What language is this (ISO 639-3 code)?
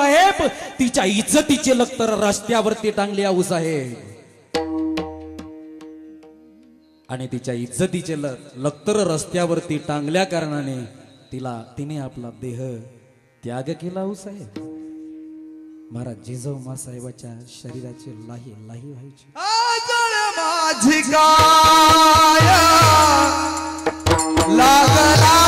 mar